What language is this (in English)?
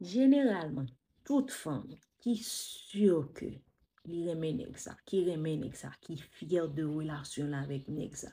Haitian Creole